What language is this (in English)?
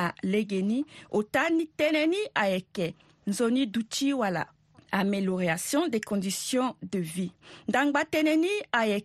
Sango